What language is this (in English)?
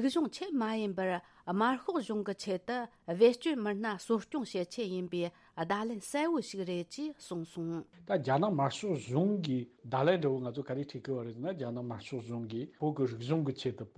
Tibetan